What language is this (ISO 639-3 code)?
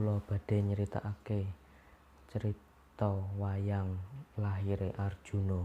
jav